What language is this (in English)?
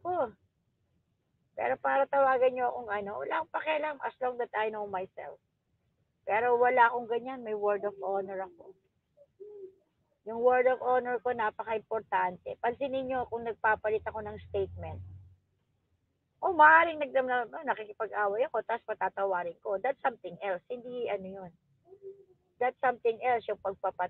Filipino